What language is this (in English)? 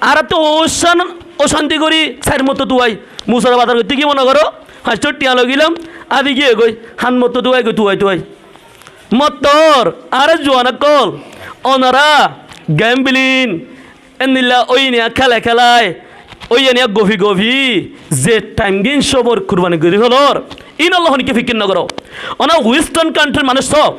Rohingya